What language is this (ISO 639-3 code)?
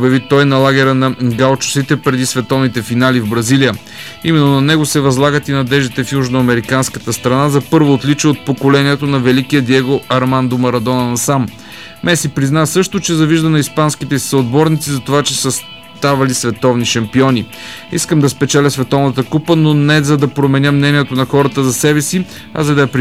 bul